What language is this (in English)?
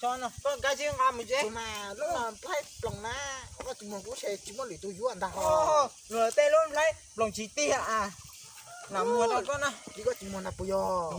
Hmong